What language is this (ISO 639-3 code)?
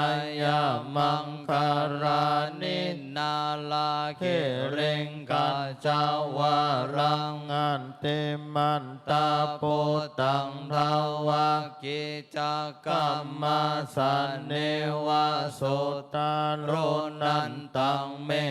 pli